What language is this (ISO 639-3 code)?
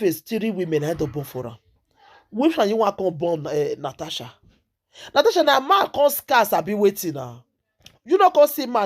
pcm